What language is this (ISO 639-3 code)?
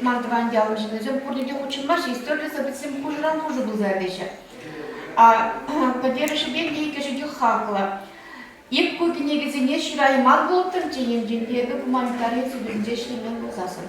chv